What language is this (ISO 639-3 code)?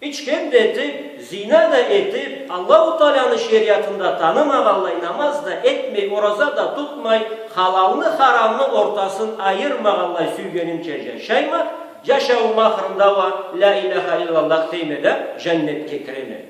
krc